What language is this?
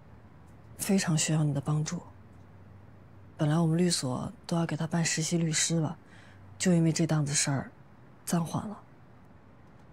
Chinese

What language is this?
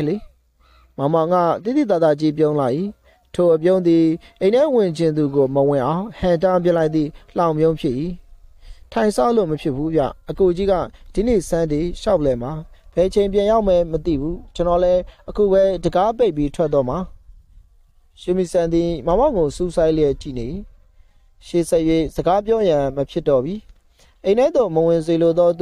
Burmese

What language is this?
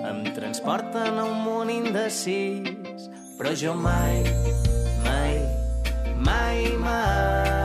Catalan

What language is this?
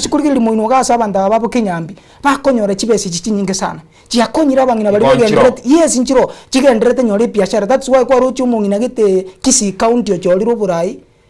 Gusii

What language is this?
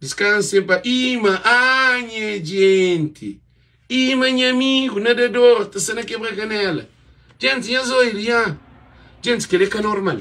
Kabuverdianu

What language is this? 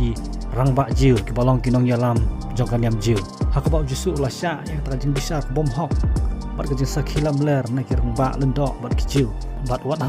Khasi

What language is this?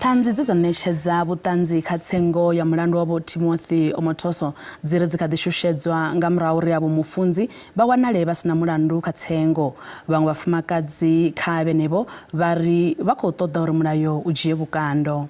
Venda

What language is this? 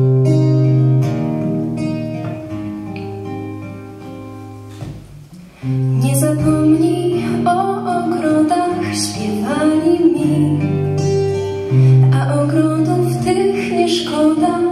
Polish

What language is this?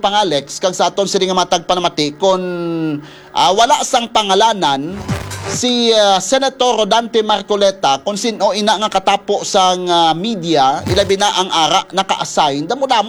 Hiligaynon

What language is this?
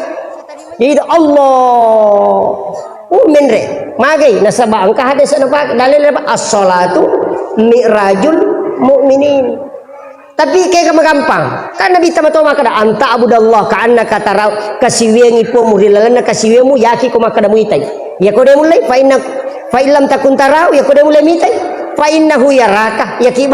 Buginese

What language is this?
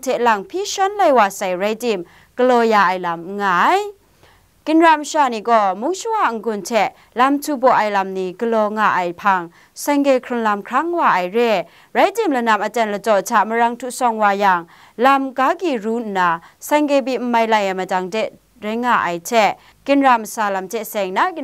Kachin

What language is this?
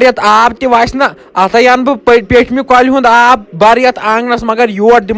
Kashmiri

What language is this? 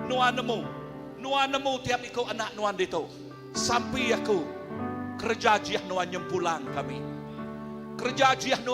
Iban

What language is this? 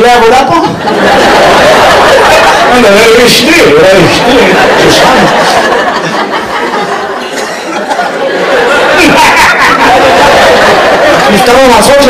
Hebrew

